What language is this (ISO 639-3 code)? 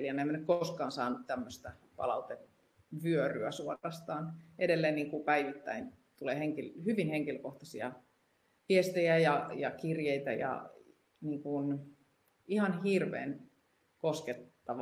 fin